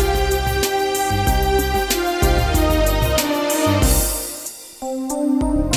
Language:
Tamil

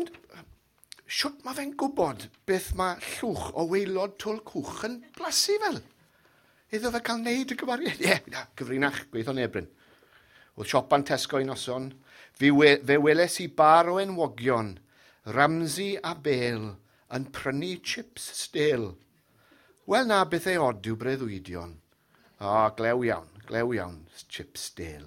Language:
Welsh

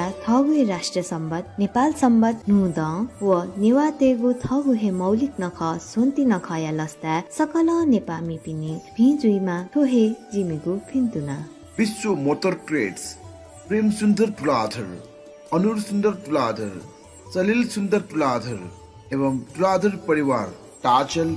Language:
Newari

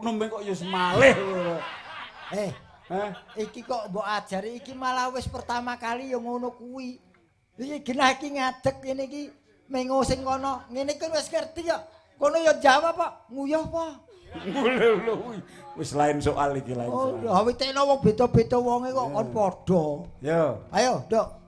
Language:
Javanese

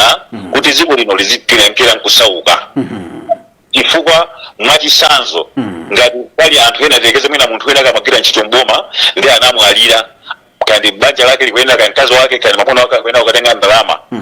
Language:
Nyanja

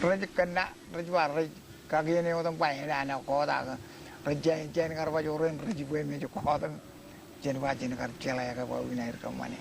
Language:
Marshallese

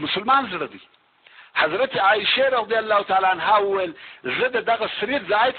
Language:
Pashto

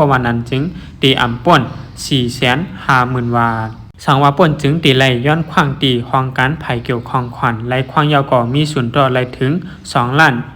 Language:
Shan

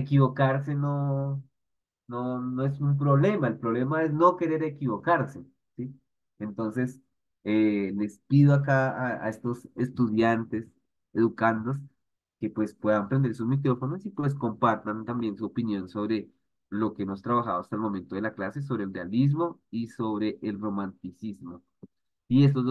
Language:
Spanish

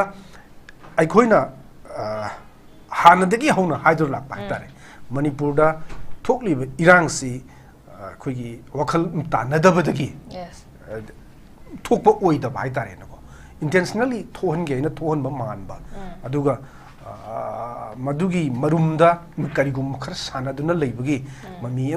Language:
Manipuri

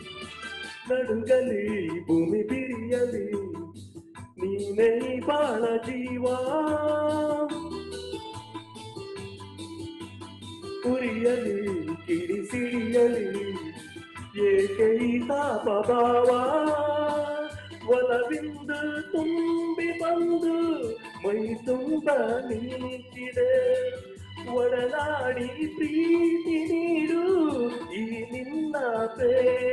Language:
Kannada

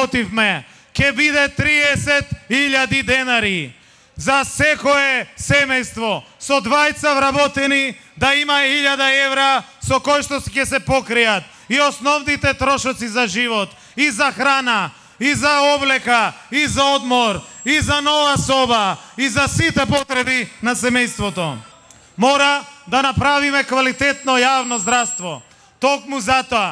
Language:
Macedonian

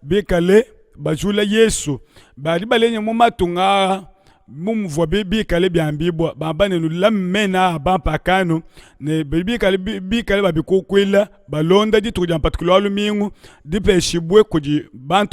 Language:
Luba-Lulua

